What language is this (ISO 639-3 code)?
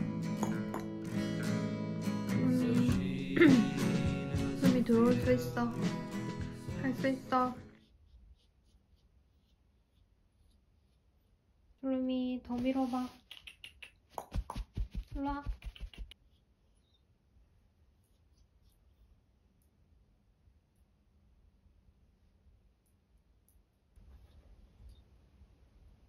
kor